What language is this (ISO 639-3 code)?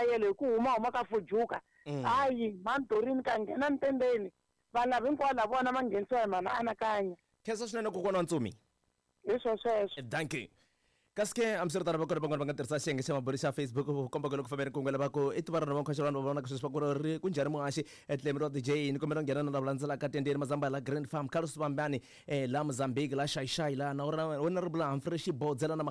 tso